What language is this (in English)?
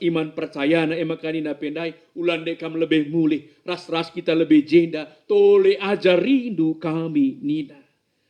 Batak Karo